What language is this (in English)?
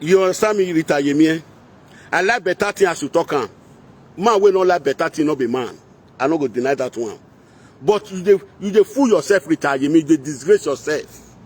Nigerian Pidgin